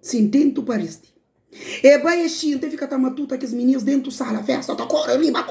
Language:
Kabuverdianu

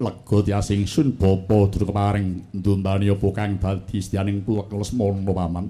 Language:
Javanese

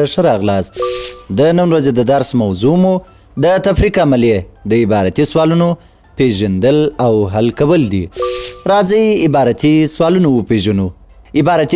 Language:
Pashto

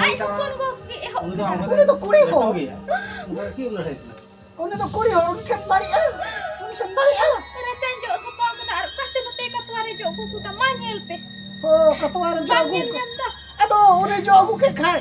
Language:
Santali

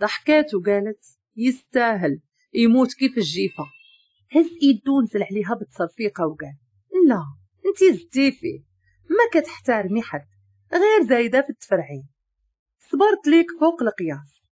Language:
Moroccan Arabic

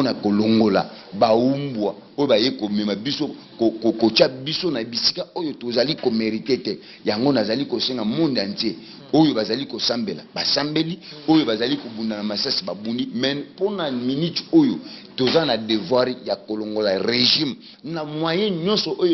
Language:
Lingala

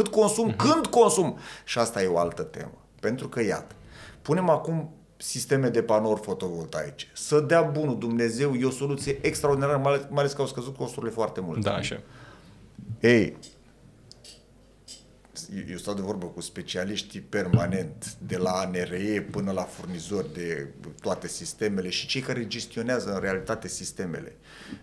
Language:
Romanian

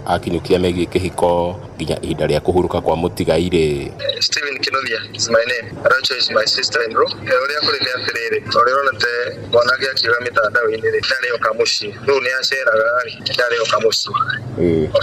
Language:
Kikuyu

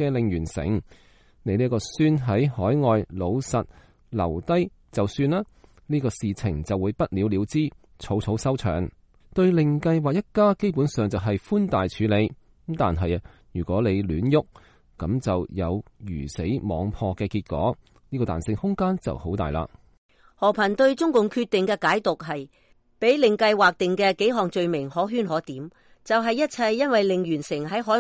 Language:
Cantonese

